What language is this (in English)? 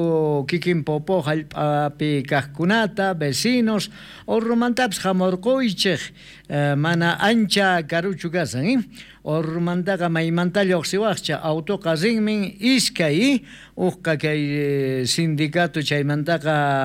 South Bolivian Quechua